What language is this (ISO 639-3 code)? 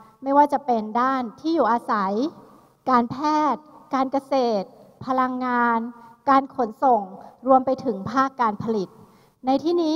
tha